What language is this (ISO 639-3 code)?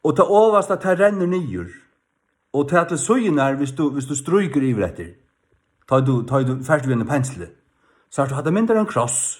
fao